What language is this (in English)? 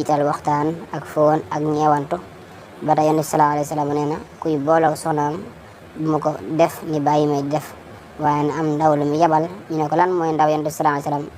Wolof